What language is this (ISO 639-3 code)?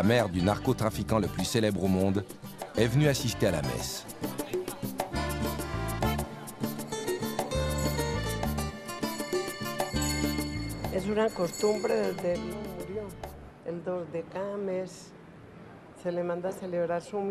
fra